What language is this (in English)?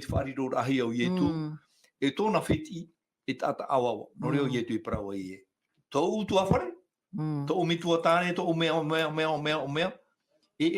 Tahitian